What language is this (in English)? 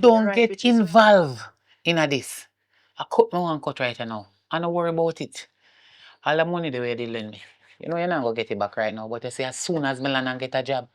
Jamaican Creole English